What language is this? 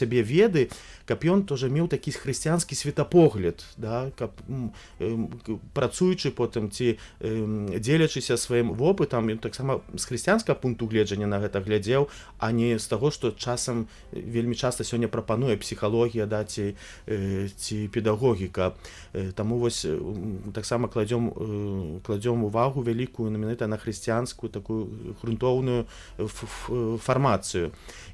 Belarusian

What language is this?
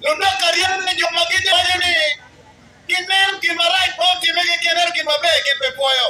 Acoli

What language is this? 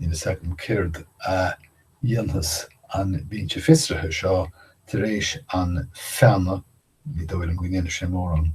Irish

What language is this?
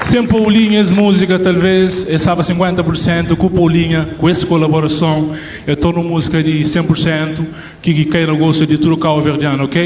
Kabuverdianu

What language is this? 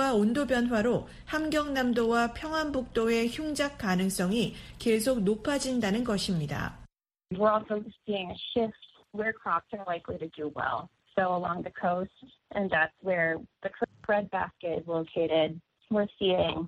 Korean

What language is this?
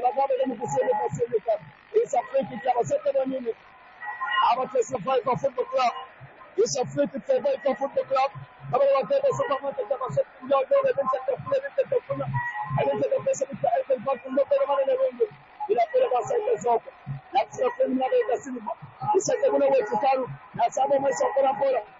Swahili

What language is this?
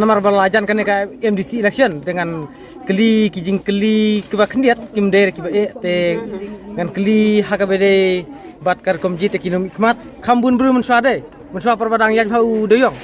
Khasi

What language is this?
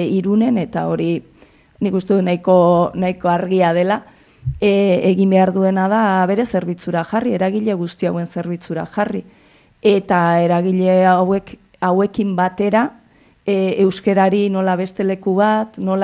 Basque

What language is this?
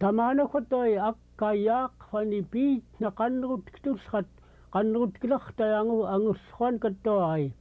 Central Yupik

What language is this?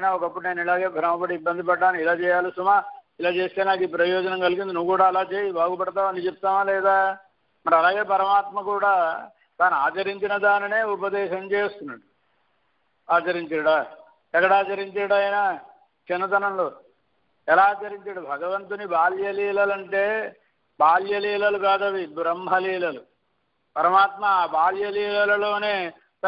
Telugu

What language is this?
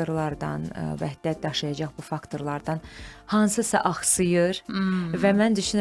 Azerbaijani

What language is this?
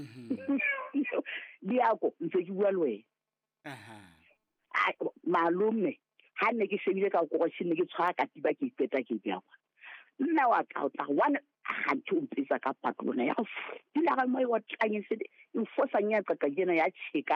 Southern Sotho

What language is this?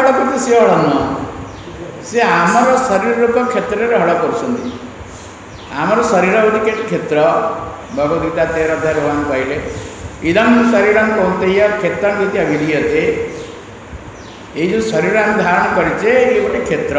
Odia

